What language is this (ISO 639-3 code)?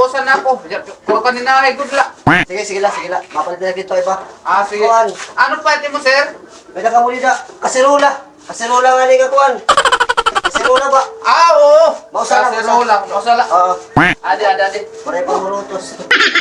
war